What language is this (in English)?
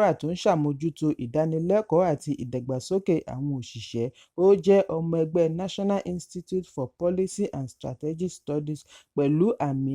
Yoruba